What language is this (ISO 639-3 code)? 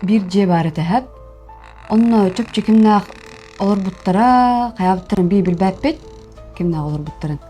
sah